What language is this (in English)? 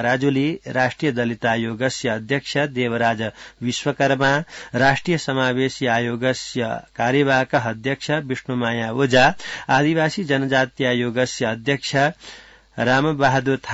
Sanskrit